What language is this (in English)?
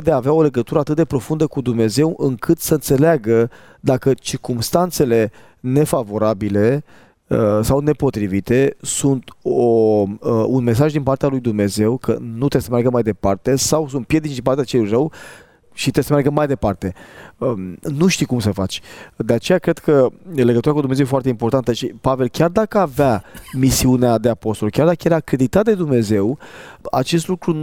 Romanian